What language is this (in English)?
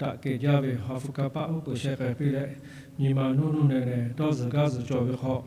Lahu